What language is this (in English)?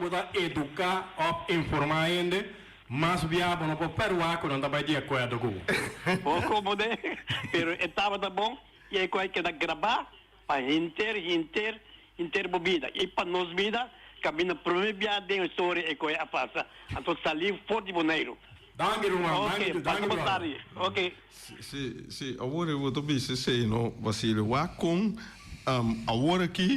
Papiamento